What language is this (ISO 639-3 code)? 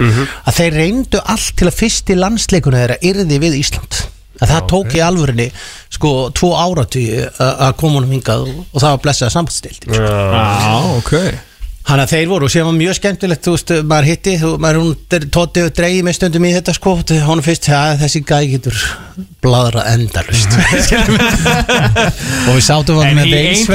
isl